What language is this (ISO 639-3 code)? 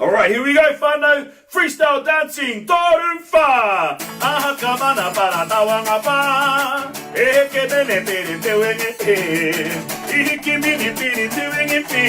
mri